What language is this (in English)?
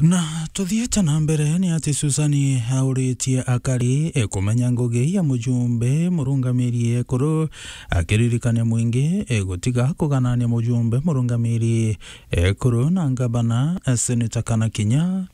Meru